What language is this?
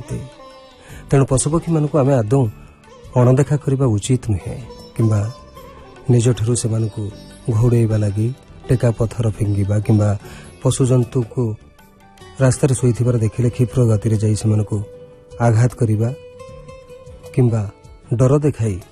Odia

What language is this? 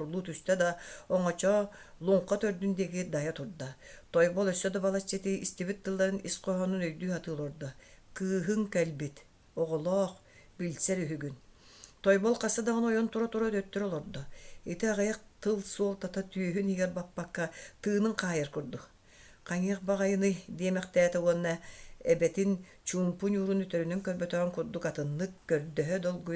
Yakut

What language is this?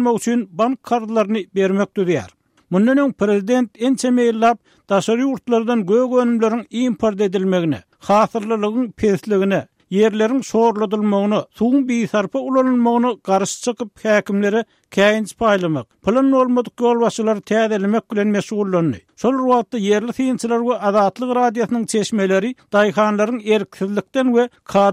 Turkmen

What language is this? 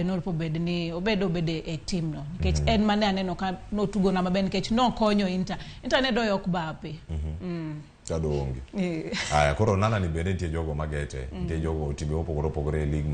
Luo (Kenya and Tanzania)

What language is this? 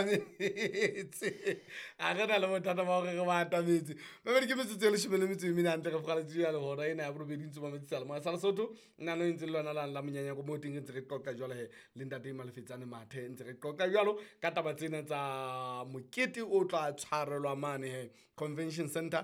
Southern Sotho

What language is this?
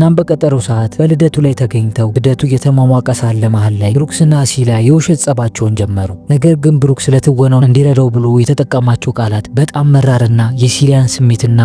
Amharic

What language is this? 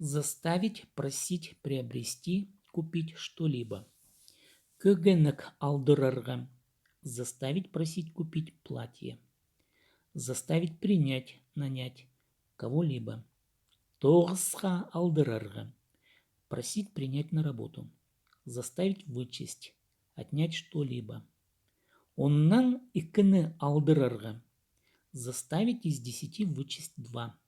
Khakas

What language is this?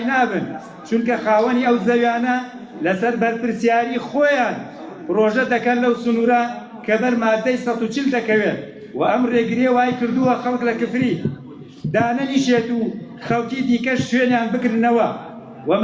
Central Kurdish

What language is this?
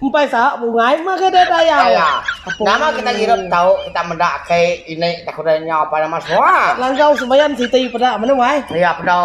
Iban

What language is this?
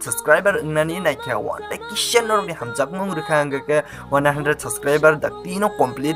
Kok Borok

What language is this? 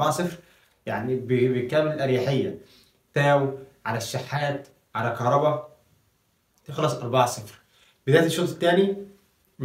Egyptian Arabic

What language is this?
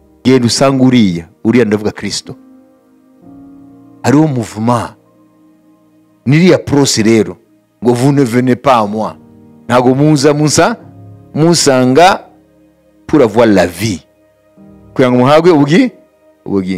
Kinyarwanda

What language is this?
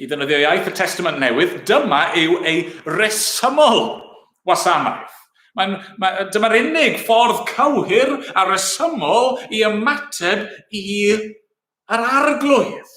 Welsh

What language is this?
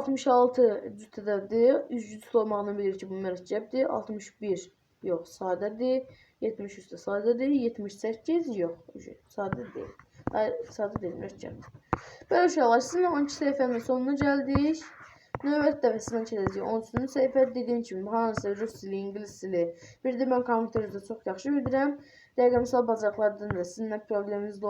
Azerbaijani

